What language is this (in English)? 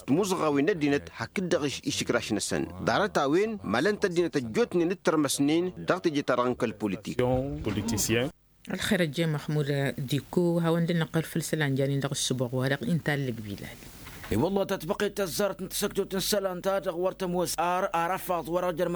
Tamasheq